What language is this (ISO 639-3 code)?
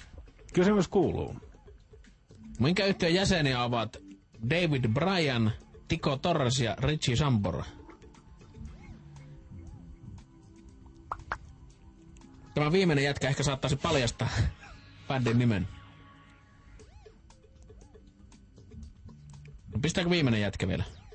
fin